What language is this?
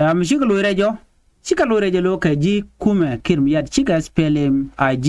Nuer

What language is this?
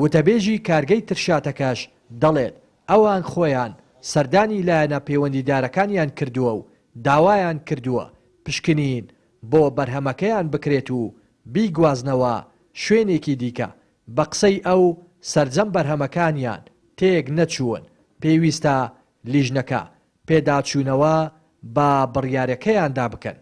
Central Kurdish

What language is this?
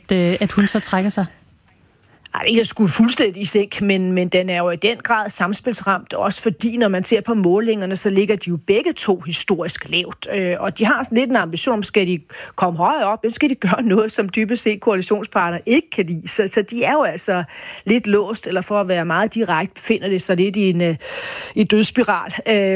Danish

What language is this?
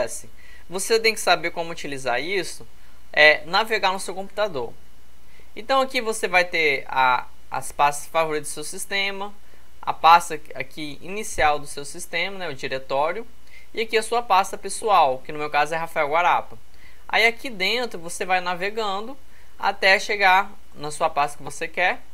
Portuguese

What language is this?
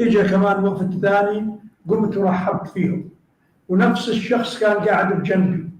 North Levantine Arabic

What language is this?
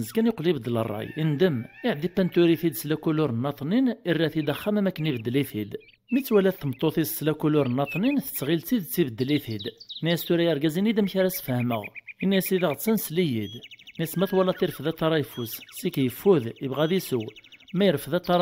Kabyle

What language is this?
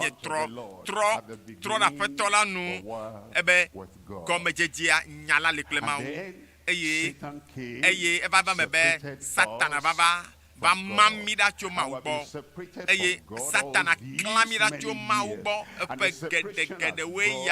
Ewe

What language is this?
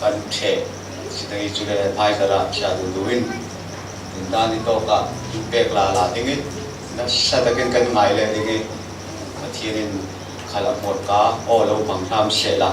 Falam Chin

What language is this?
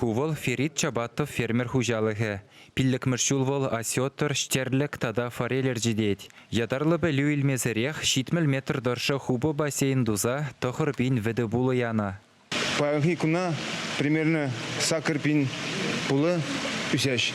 Chuvash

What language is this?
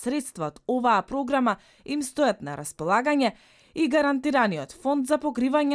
Macedonian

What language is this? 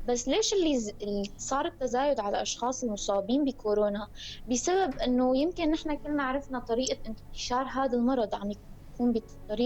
North Levantine Arabic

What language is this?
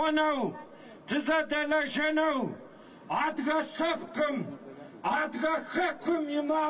Adyghe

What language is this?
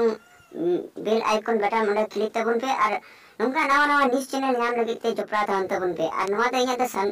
Santali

